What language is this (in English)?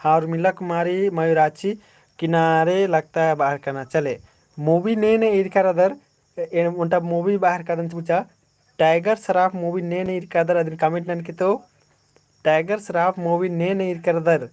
Kurukh